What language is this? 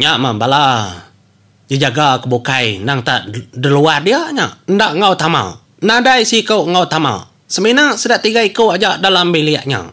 Iban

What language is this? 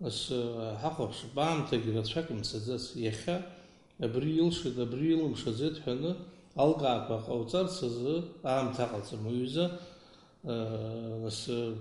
Abkhazian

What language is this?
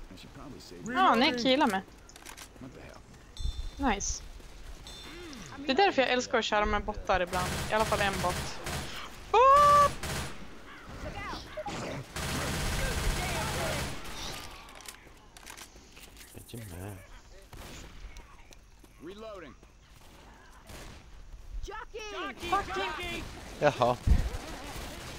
Swedish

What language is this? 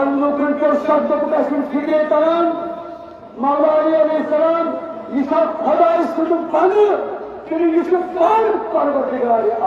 Kashmiri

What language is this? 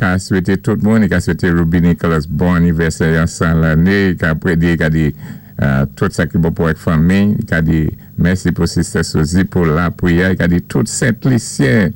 Saint Lucian Creole French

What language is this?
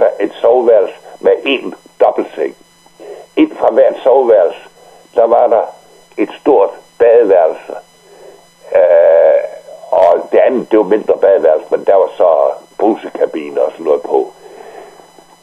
Danish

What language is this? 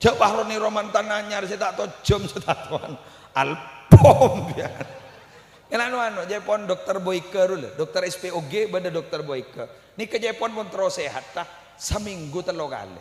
Madurese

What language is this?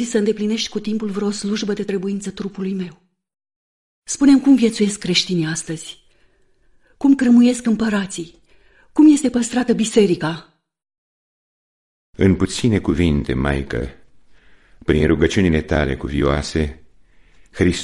Romanian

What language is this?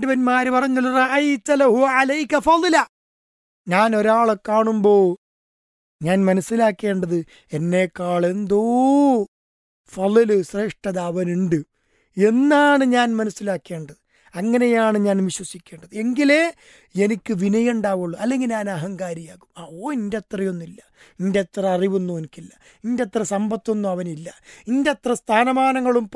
Malayalam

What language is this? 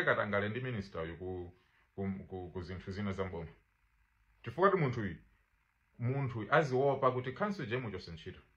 Nyanja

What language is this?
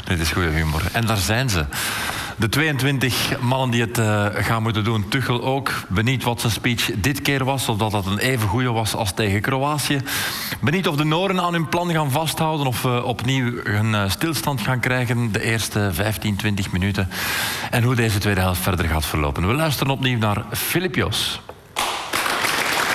Dutch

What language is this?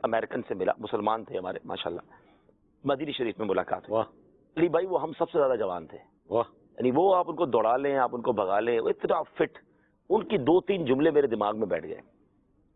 Urdu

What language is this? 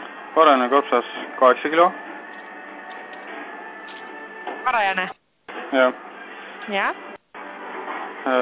Estonian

